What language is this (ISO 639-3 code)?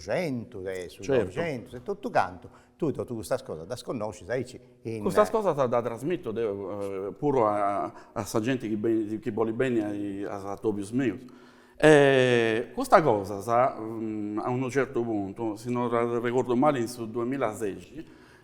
srd